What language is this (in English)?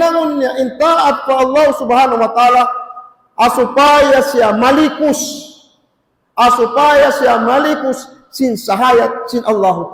Tausug